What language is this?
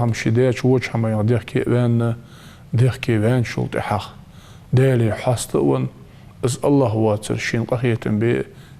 Ingush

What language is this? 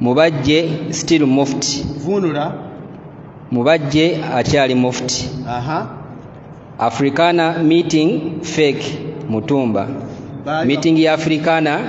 Ganda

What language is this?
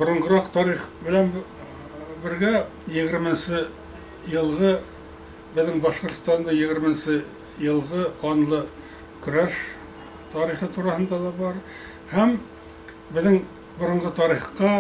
Bashkir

